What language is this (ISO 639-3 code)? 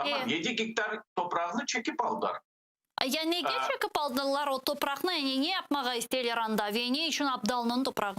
crh